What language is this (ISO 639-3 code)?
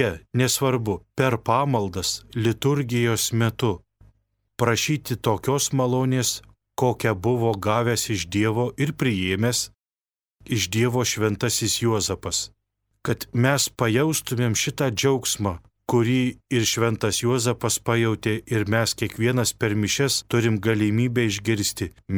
lit